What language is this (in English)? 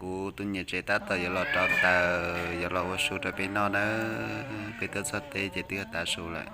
Hmong